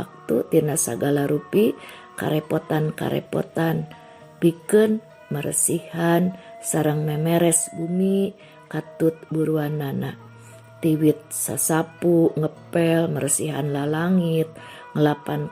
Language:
Sundanese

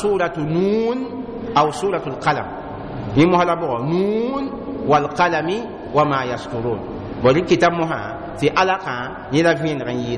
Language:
Mossi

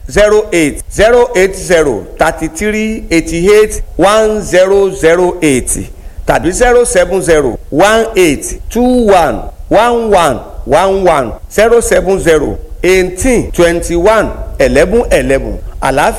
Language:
Yoruba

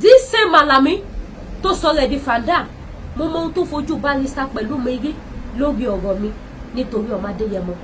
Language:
Yoruba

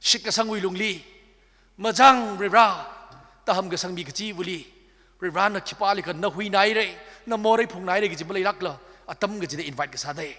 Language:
Tangkhul Naga (India)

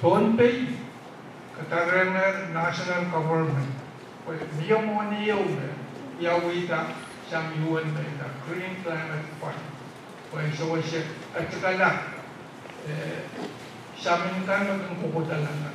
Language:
Pohnpeian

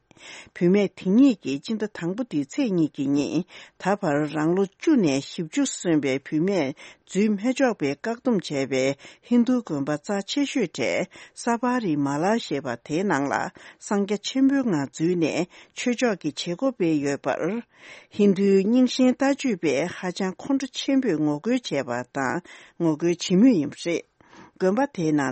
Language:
Tibetan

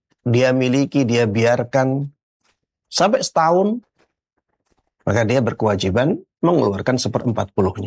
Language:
Indonesian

